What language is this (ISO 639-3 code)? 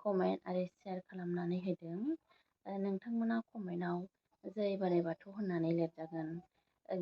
brx